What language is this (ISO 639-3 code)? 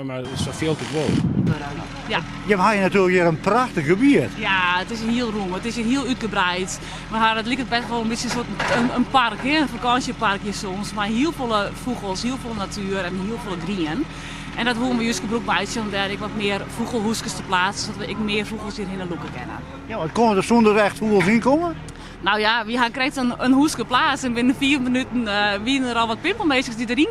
fry